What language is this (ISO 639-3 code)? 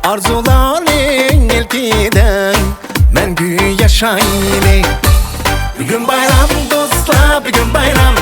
uig